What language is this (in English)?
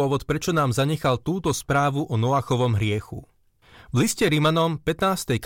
Slovak